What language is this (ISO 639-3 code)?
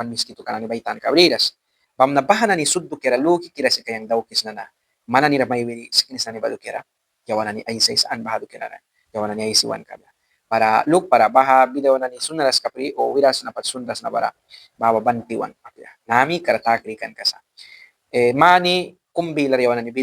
miq